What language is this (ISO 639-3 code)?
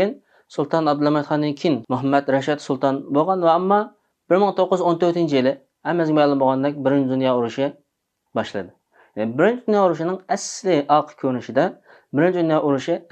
uig